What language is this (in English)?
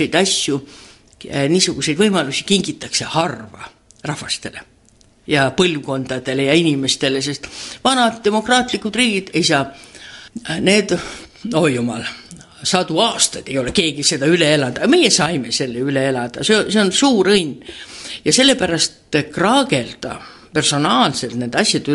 Estonian